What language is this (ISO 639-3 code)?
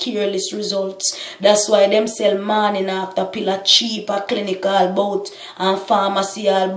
jam